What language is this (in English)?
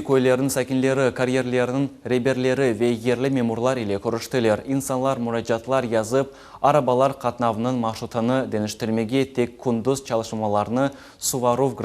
Crimean Tatar